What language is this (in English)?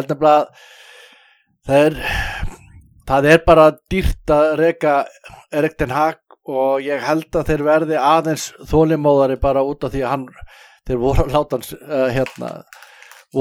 Icelandic